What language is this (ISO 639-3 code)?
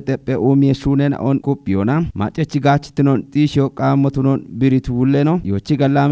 kbr